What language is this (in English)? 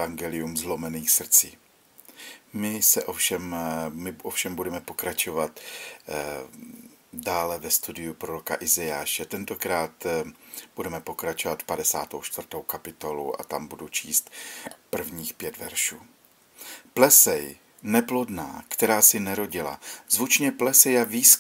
Czech